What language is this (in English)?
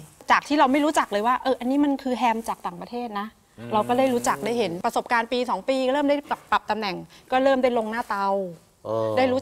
Thai